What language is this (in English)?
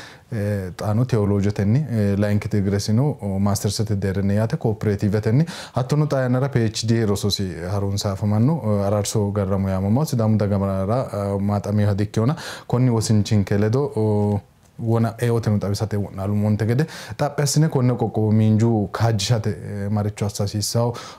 Sidamo